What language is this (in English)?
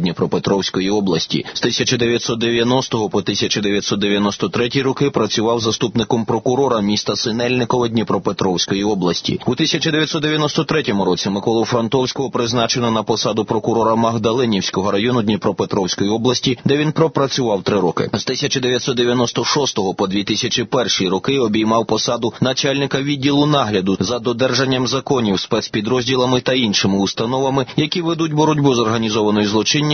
Ukrainian